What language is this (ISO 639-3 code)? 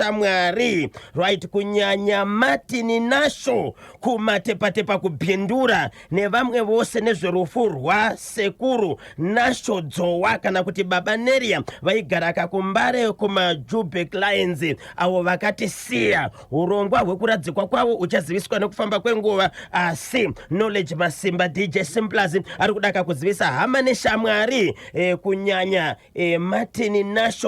sna